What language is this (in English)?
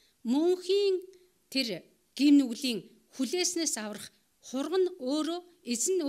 Mongolian